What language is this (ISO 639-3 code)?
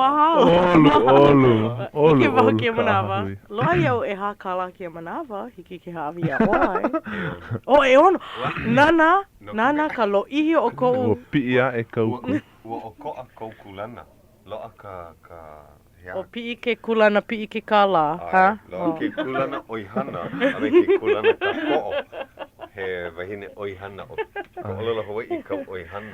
haw